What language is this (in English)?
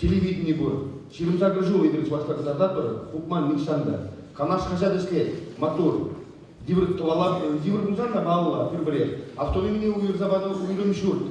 Chuvash